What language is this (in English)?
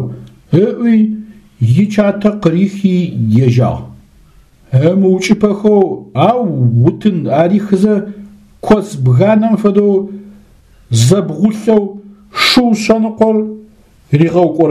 Adyghe